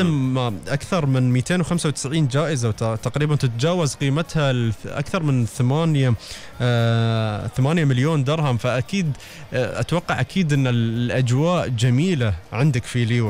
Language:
Gulf Arabic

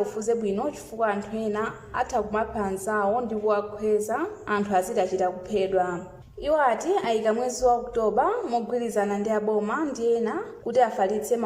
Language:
Nyanja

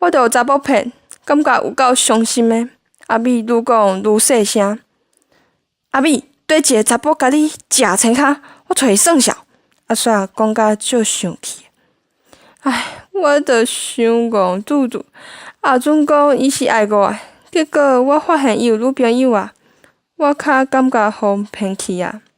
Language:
Min Nan Chinese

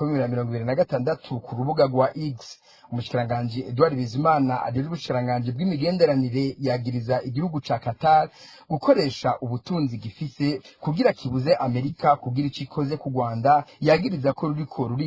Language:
Rundi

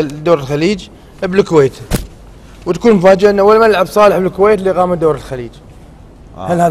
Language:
Gulf Arabic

